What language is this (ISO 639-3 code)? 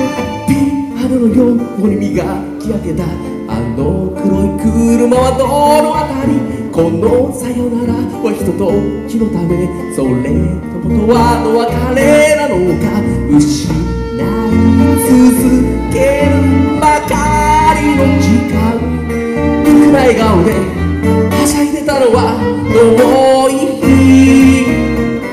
jpn